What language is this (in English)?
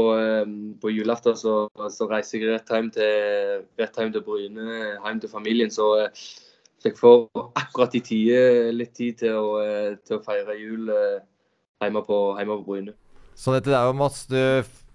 Norwegian